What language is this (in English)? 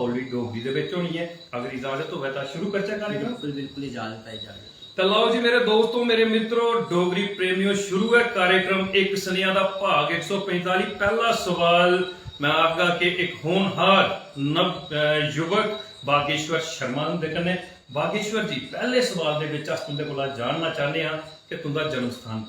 Dogri